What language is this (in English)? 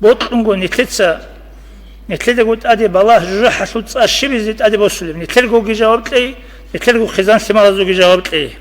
Avaric